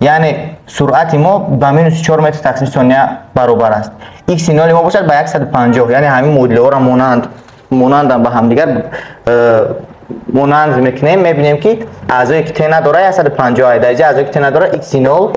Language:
Tajik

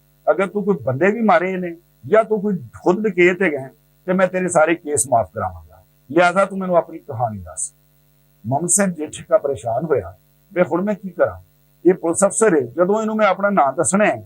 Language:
Western Panjabi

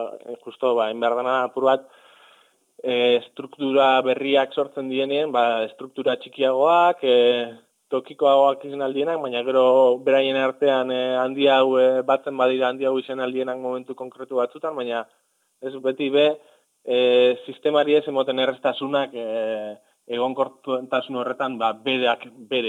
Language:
Basque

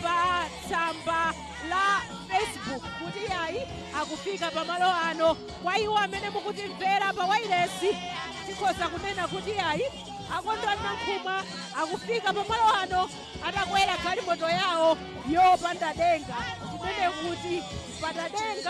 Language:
Nyanja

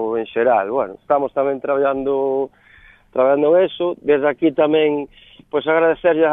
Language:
Galician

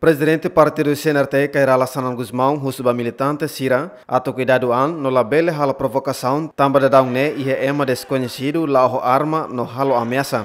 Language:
Tetum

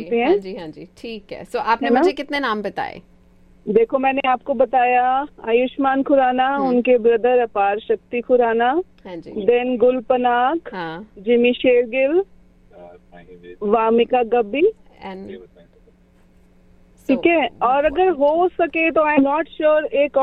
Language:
Hindi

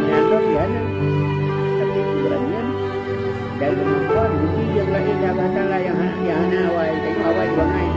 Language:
Achinese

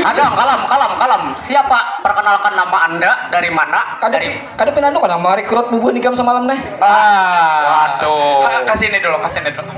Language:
Banjar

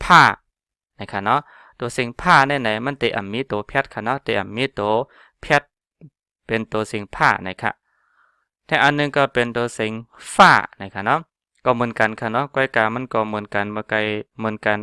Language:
Shan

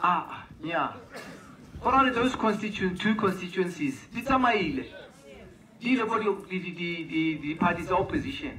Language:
Tswana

